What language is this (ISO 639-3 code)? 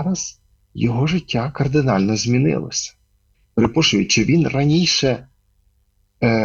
ukr